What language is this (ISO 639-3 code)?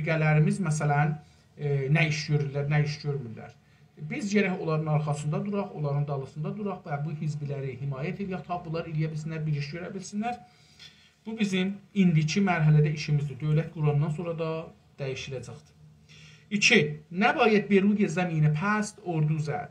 azb